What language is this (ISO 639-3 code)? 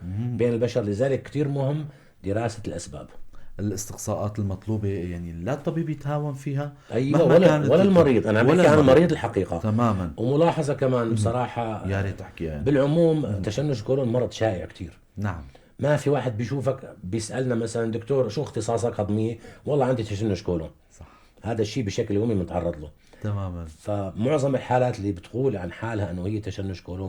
apc